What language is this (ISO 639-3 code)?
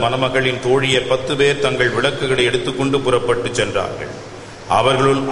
tam